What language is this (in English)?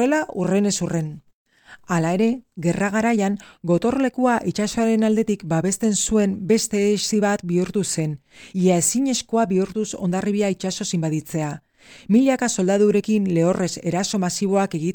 Basque